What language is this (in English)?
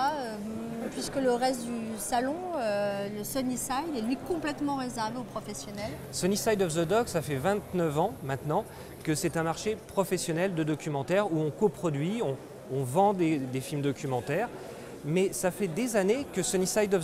French